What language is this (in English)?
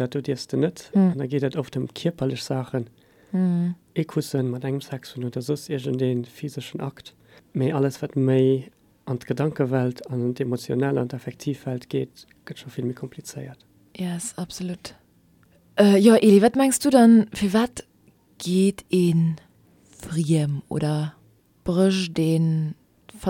Luxembourgish